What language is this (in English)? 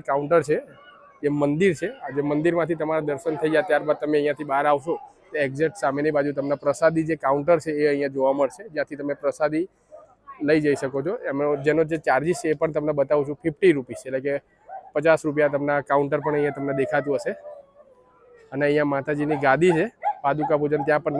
Gujarati